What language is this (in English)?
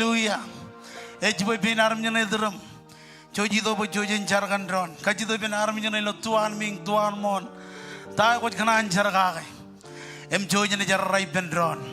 Marshallese